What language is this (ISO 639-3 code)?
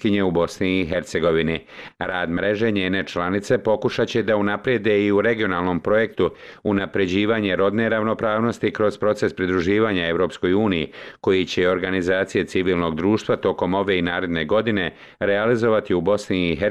bos